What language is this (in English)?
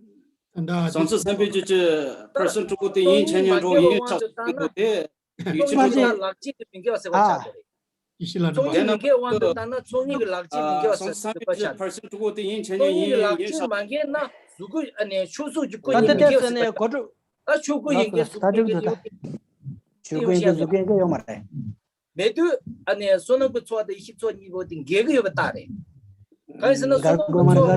Tibetan